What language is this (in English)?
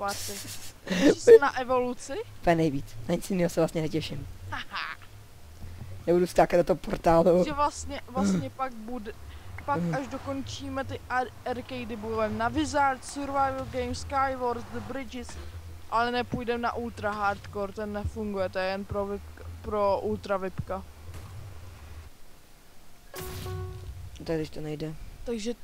Czech